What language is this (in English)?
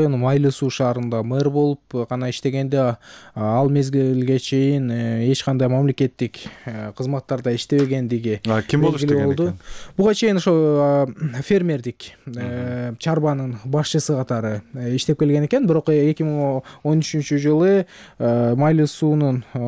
Kyrgyz